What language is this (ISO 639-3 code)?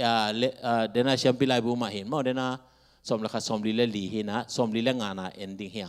ctd